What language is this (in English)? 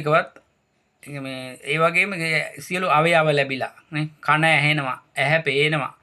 Sinhala